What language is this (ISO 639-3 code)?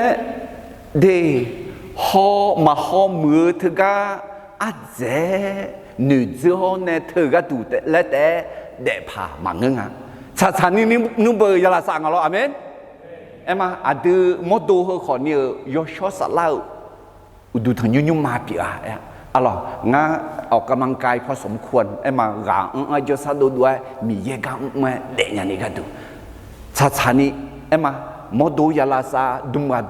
ahk